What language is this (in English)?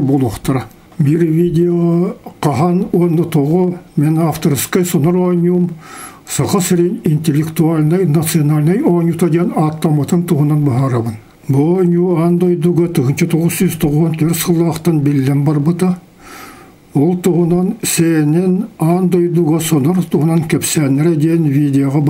Yakut